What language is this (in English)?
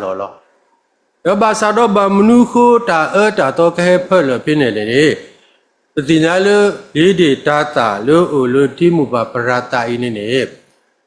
S'gaw Karen